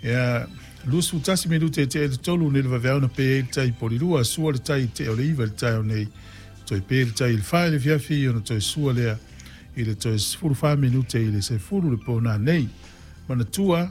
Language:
Samoan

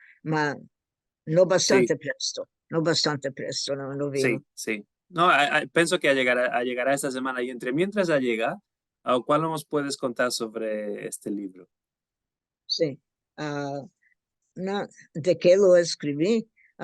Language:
Ladino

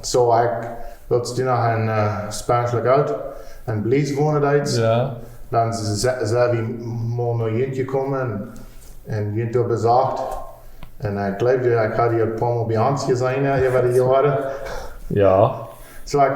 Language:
Plautdietsch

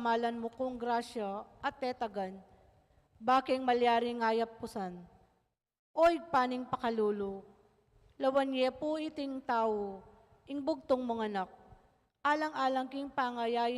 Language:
Pampanga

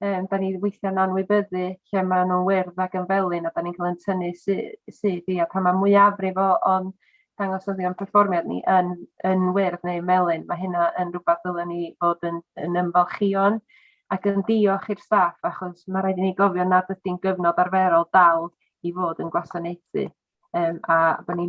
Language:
Welsh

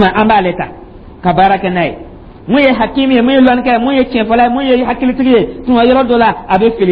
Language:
Dyula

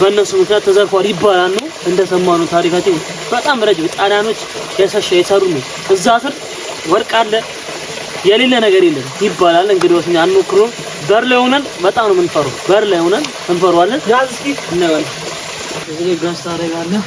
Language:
Amharic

